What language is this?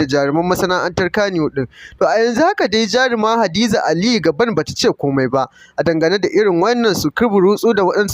Hausa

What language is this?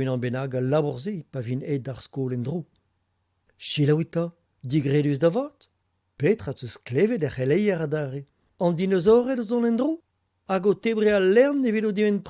Breton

